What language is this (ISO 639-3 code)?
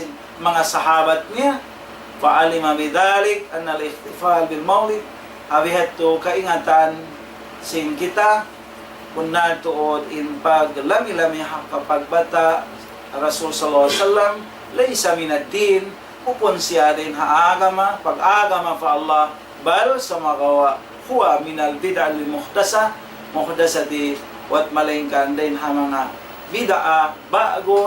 tsg